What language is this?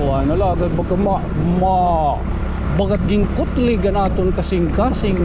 Waray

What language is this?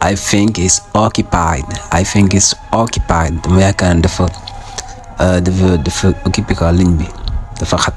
Wolof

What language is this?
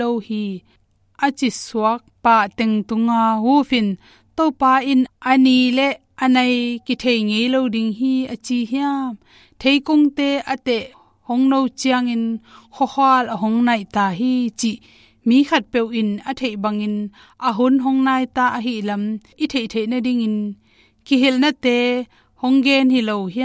Tedim Chin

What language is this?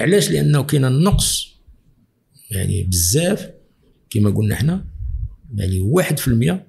Moroccan Arabic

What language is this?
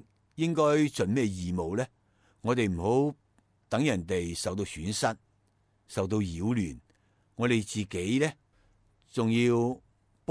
Cantonese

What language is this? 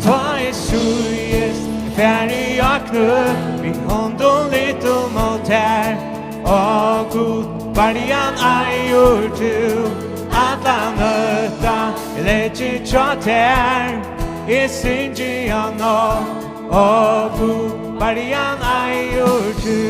Faroese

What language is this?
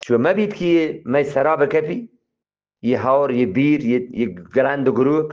Eastern Balochi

